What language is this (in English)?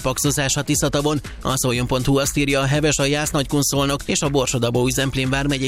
Hungarian